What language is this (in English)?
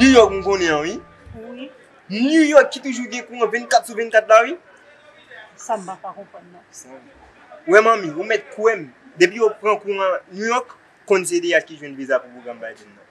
Haitian Creole